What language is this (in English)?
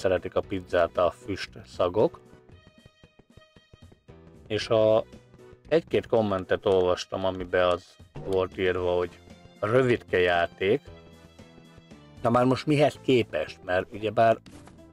Hungarian